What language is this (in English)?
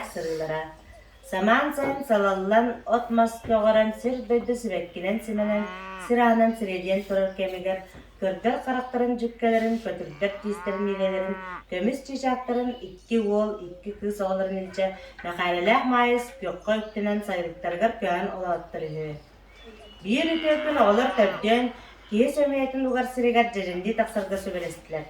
Yakut